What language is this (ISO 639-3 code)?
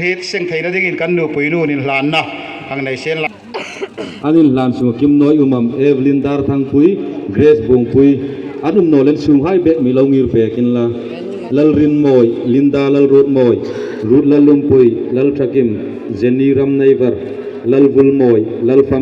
hmr